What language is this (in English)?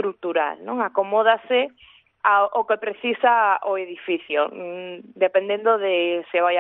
Galician